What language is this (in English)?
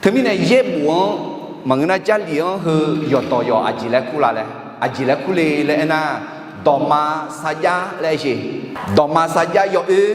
Akha